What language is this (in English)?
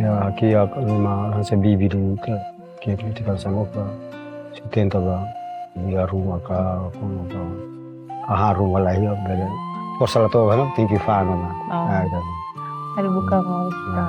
Tetum